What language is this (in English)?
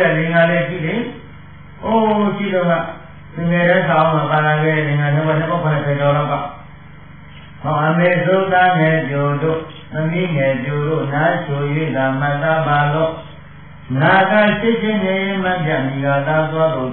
Burmese